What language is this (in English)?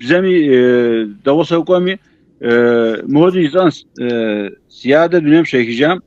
Kabardian